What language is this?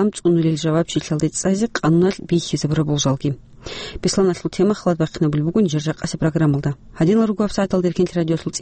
Avaric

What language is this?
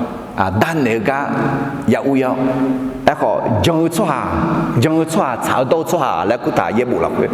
Akha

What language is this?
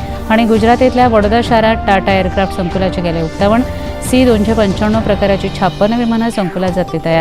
Konkani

